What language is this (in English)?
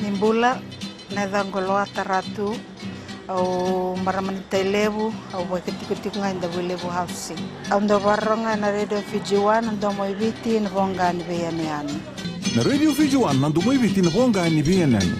Fijian